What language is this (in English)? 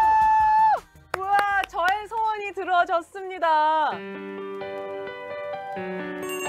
Korean